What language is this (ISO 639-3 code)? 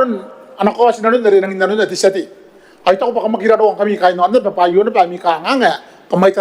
gil